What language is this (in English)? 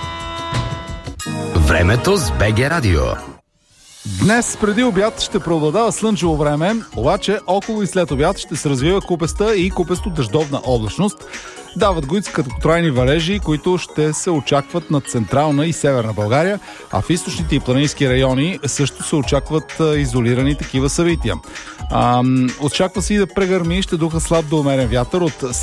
Bulgarian